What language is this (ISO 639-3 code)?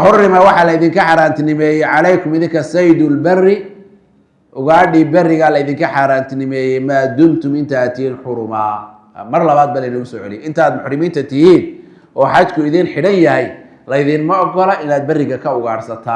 som